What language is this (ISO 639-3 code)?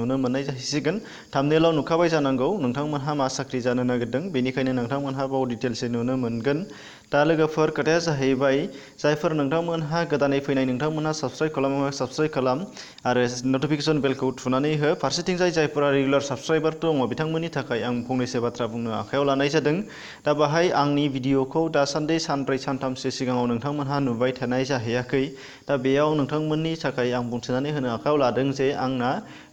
brx